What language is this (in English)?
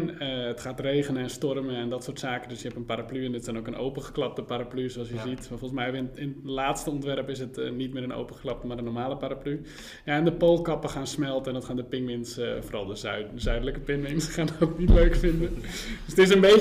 Dutch